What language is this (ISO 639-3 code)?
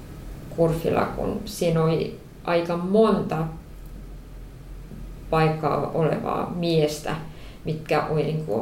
fin